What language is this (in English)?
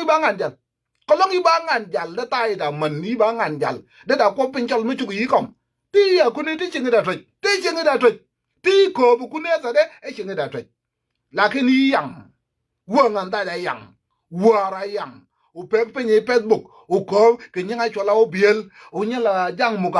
Nuer